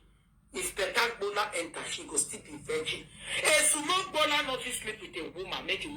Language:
Nigerian Pidgin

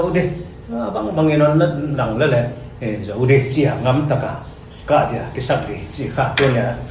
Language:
Paite Chin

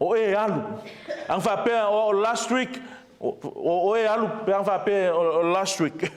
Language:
Samoan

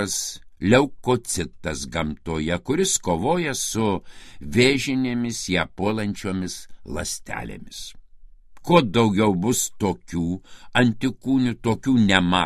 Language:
Lithuanian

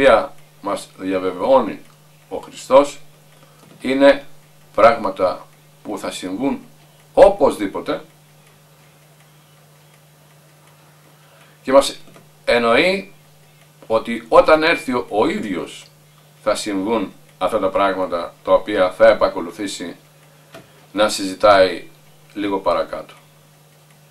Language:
Greek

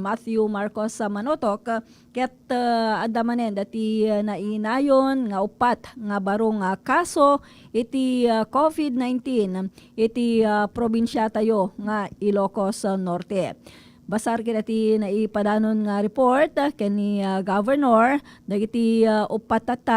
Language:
Iloko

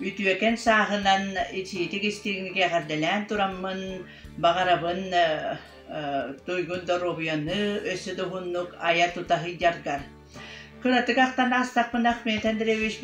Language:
Yakut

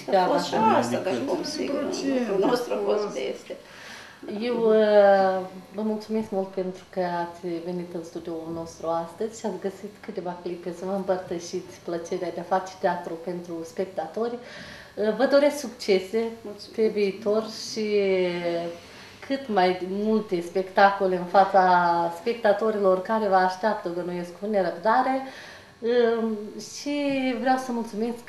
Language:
Romanian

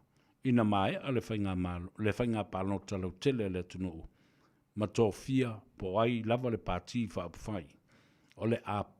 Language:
Samoan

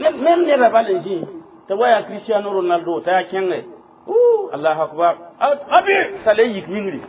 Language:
Mossi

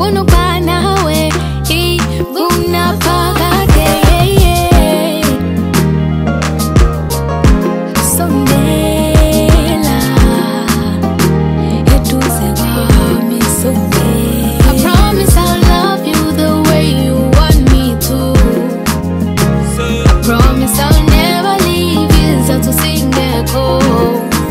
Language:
Zulu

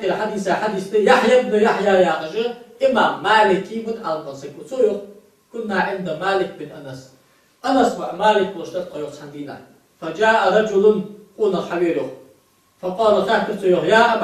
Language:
Ingush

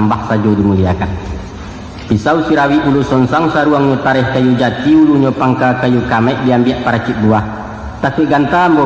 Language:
Minangkabau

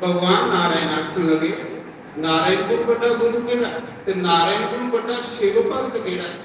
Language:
Dogri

